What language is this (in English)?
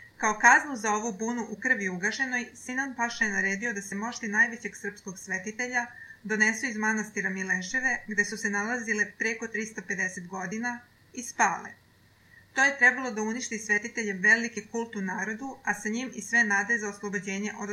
Serbian